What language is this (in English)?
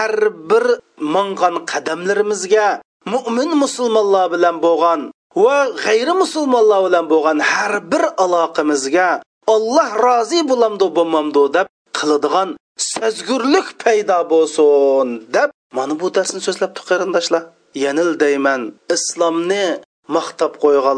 Uyghur